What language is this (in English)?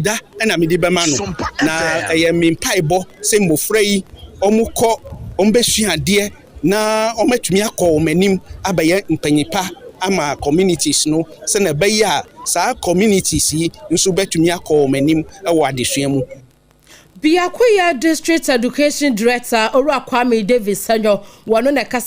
Akan